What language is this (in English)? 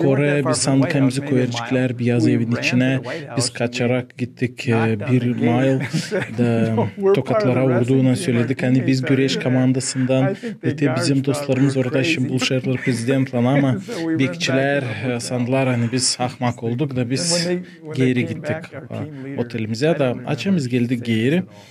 Gagauz